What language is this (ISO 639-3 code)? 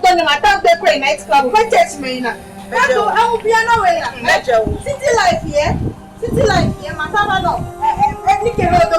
ewe